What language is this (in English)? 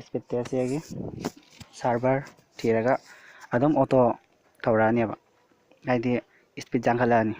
Manipuri